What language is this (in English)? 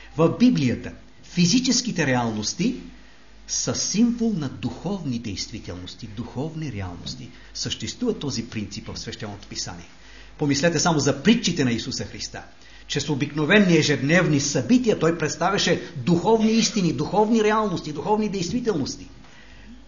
Bulgarian